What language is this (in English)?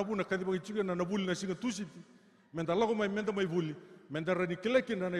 Fijian